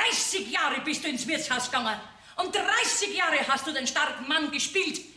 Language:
Bavarian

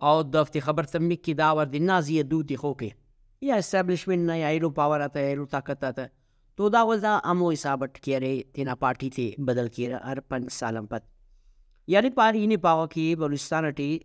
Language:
Brahui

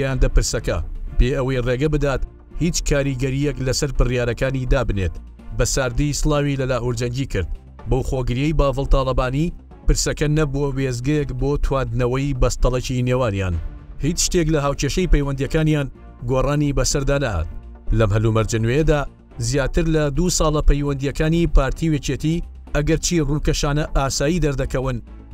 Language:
Central Kurdish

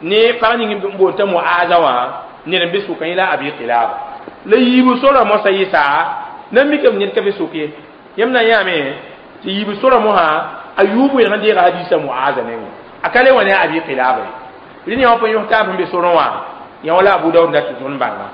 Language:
Mossi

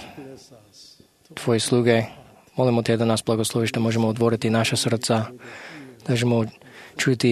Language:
Croatian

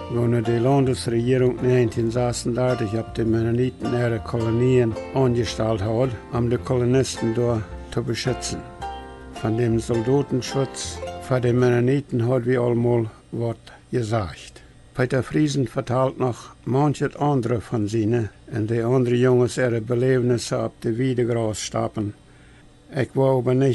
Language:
Plautdietsch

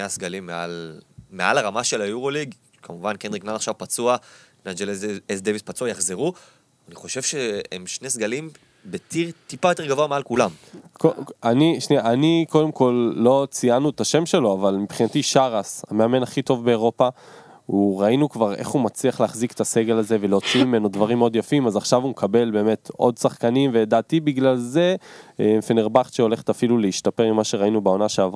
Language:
Hebrew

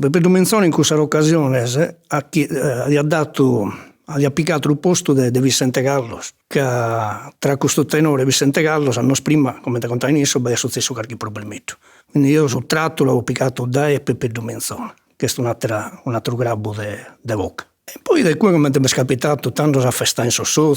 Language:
Sardinian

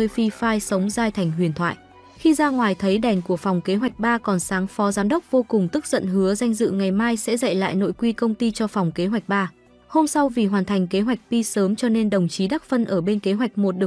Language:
Vietnamese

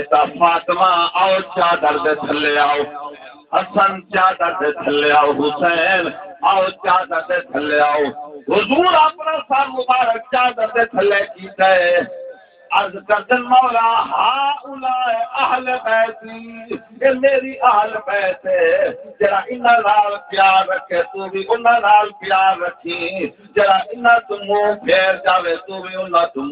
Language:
Saraiki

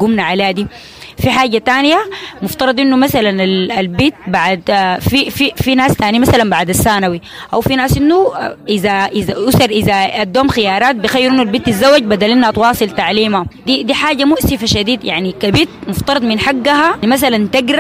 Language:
Sudanese Arabic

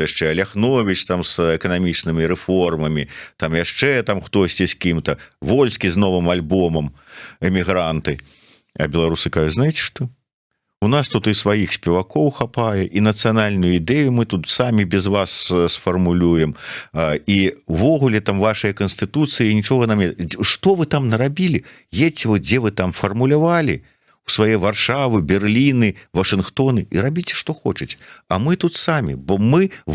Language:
Belarusian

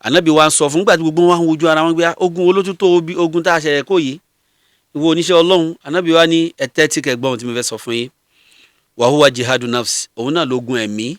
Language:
Yoruba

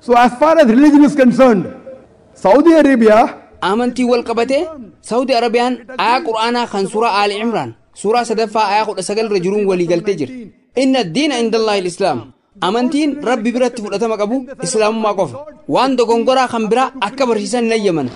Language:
Oromo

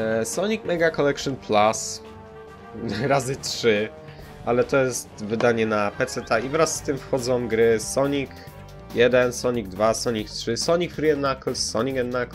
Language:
Polish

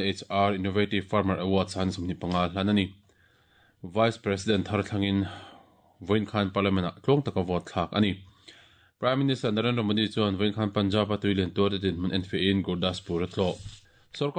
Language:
Mizo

